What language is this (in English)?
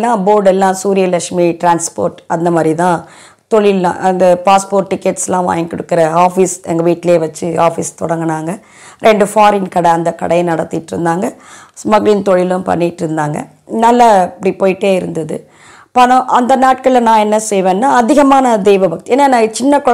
Tamil